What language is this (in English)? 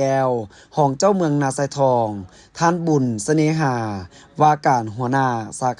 Lao